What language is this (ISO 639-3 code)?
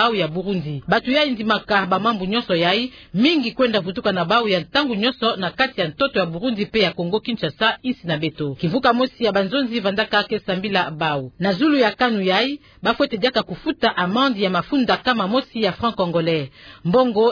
ktu